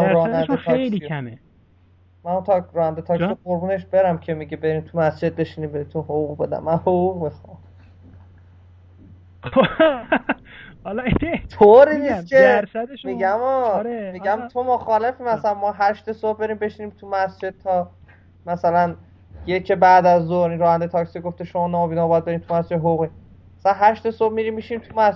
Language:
Persian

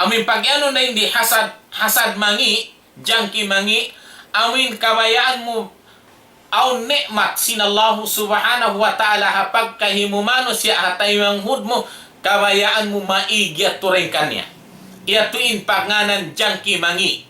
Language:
Tausug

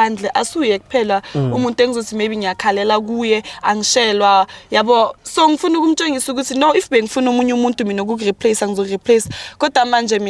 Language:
Zulu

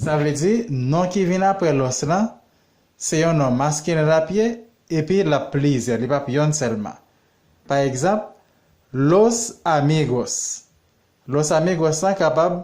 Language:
Haitian Creole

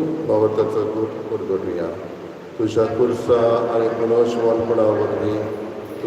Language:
Konkani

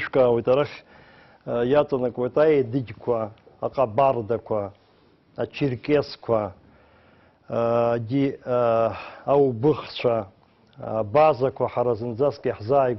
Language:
Abkhazian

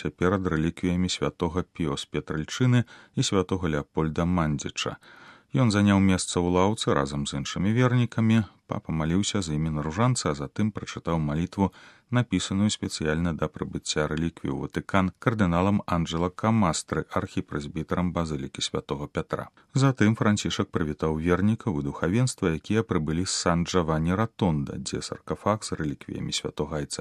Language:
Belarusian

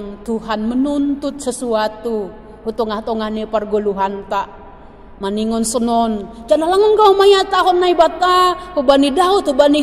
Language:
Batak Simalungun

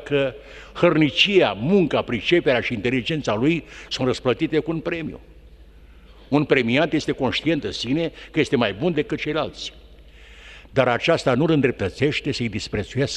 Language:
Romanian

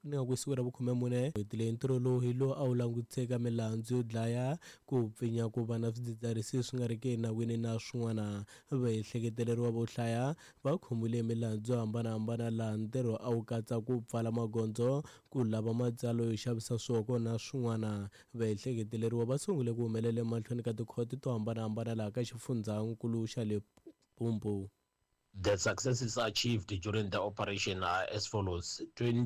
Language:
Tsonga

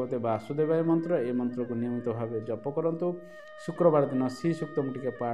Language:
Odia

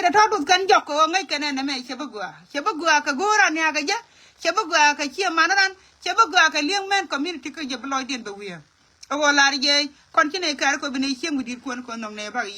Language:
Nuer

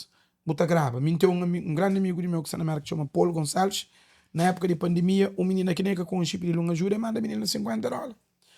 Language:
Kabuverdianu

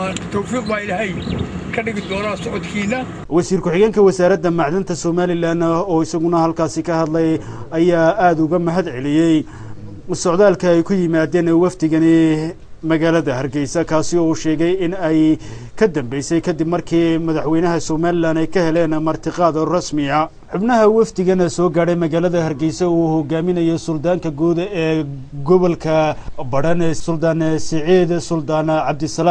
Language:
Somali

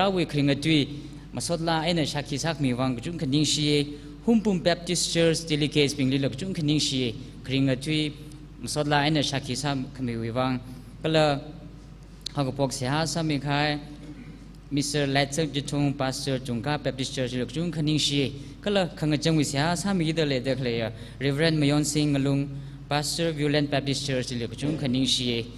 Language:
Tangkhul Naga (India)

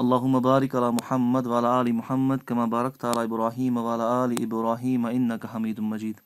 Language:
Kashmiri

